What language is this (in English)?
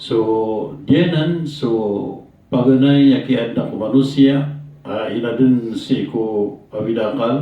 Maranao